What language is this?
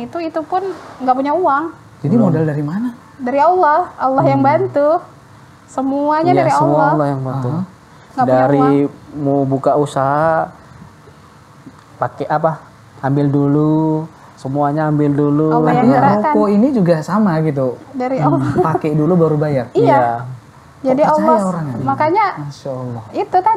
Indonesian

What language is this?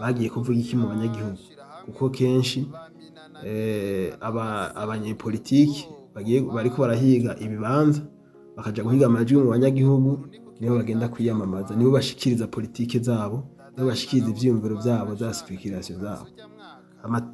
Rundi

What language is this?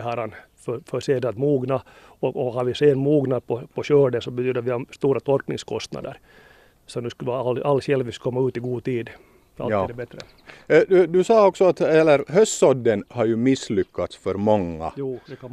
Swedish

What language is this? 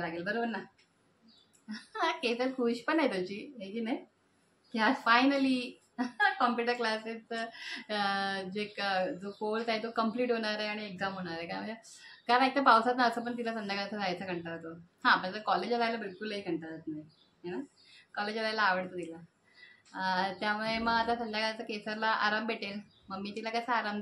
Marathi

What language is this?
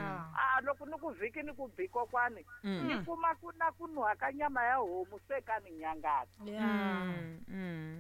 Tsonga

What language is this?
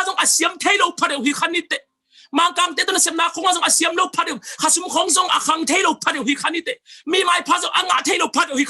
Tedim Chin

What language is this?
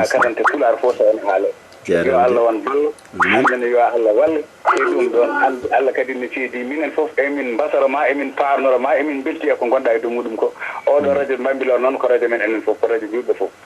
Fula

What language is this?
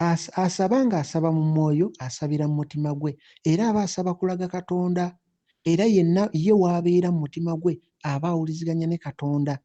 Ganda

